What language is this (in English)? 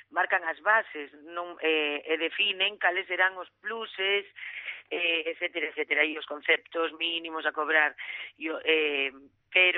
Galician